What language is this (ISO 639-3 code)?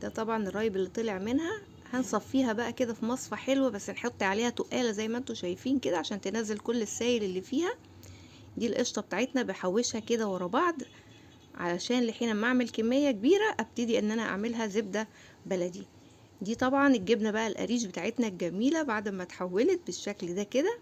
arz